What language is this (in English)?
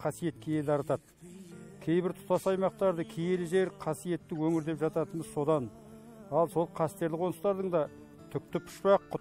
Kazakh